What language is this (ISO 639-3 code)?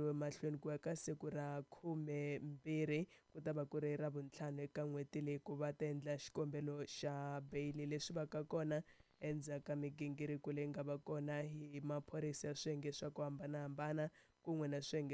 tso